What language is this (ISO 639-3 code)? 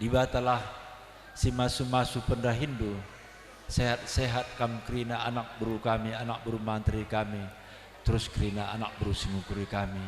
btx